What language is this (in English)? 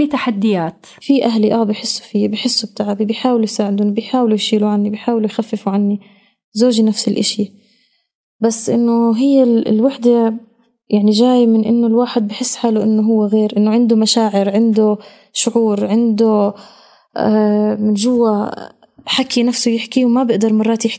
North Levantine Arabic